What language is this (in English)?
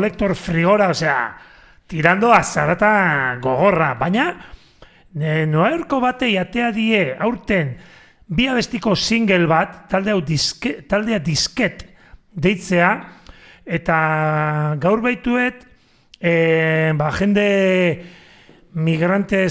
Basque